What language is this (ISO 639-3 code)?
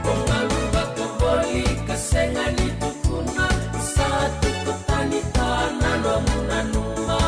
fij